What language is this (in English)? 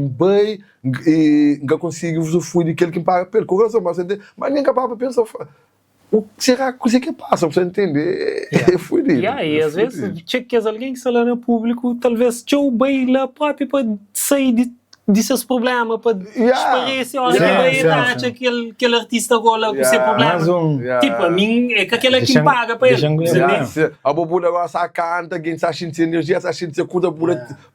Kabuverdianu